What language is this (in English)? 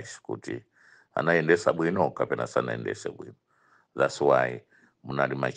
Nyanja